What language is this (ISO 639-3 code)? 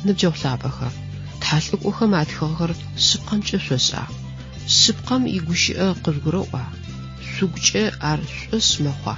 ady